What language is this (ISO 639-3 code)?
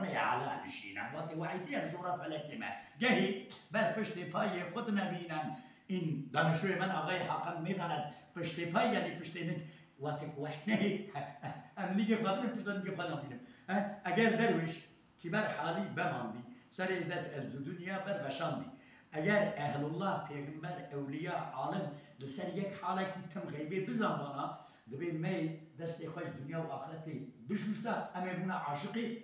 kur